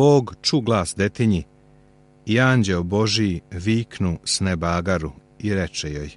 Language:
Serbian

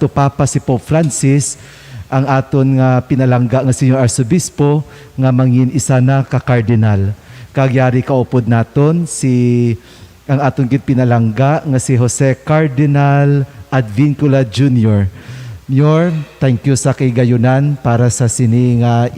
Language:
Hiligaynon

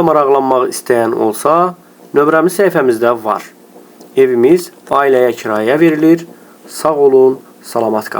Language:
Azerbaijani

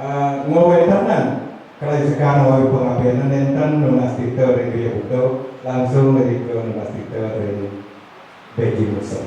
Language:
Balinese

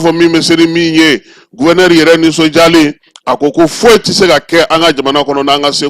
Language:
Bambara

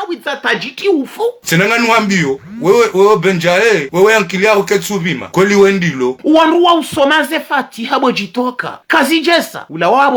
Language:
Ngazidja Comorian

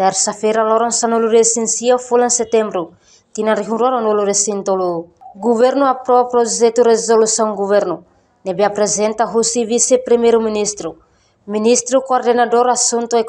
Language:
Tetum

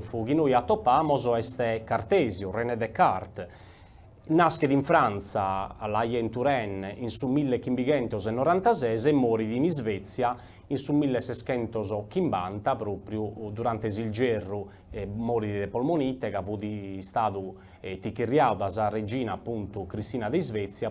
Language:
Sardinian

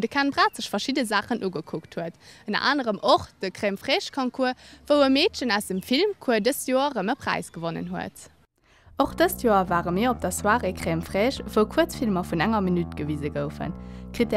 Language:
Luxembourgish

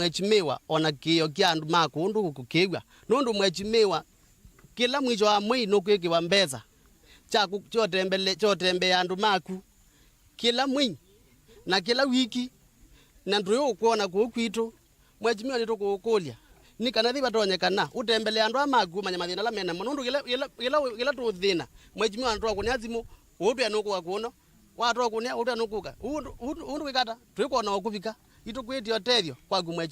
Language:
Kamba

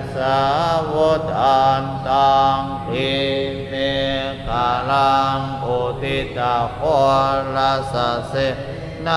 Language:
Pali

